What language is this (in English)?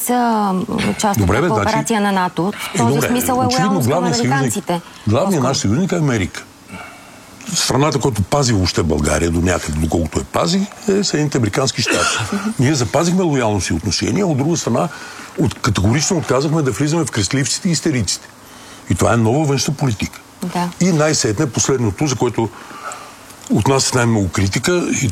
Bulgarian